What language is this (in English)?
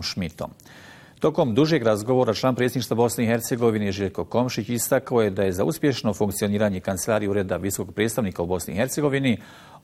Bosnian